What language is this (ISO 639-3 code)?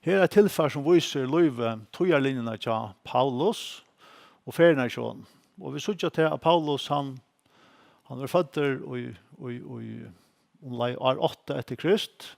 fao